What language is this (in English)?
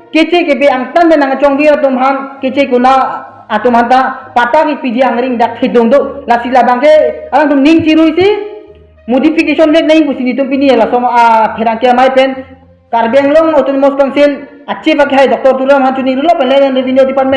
Karbi